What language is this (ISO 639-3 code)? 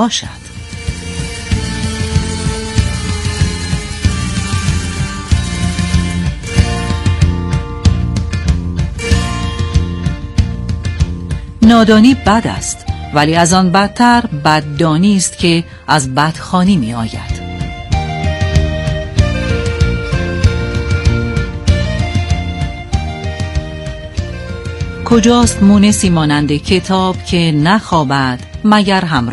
fas